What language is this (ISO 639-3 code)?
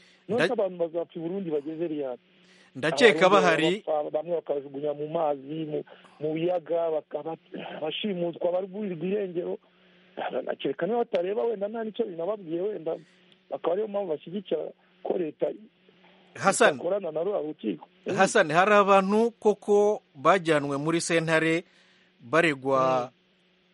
kin